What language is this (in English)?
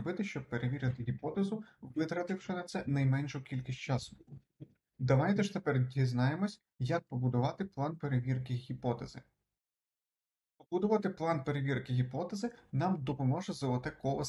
Ukrainian